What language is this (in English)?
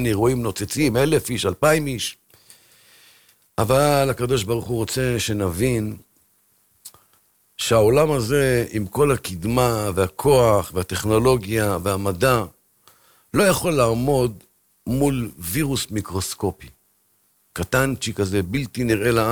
Hebrew